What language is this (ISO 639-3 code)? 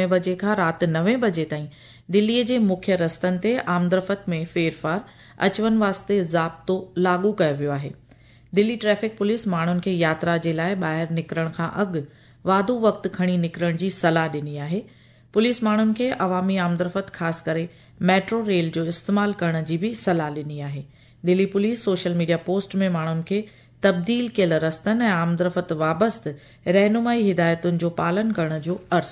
snd